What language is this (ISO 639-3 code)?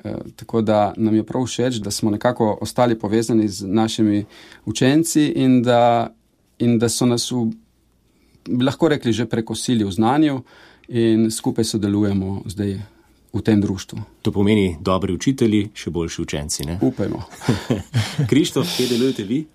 slv